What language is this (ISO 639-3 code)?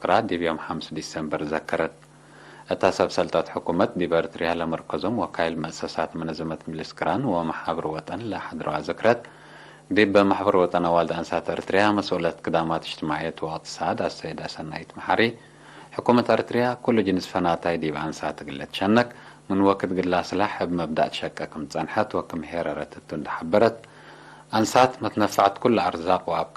tig